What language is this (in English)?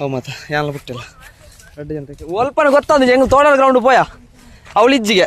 Tulu